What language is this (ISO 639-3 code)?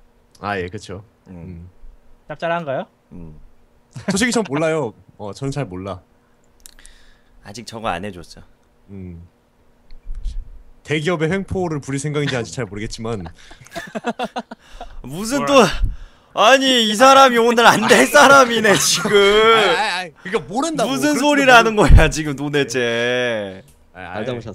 kor